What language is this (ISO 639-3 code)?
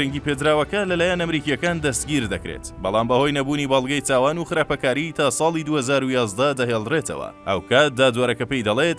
ckb